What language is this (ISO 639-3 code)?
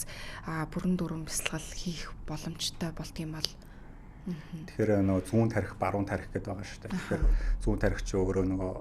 mon